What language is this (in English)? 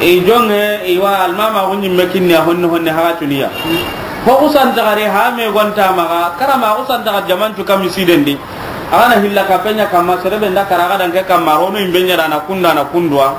Soninke